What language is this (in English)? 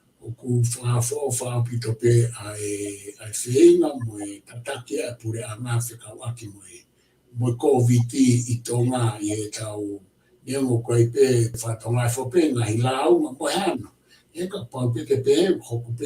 Tongan